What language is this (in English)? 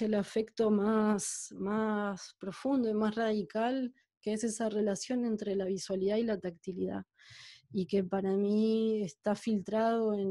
Spanish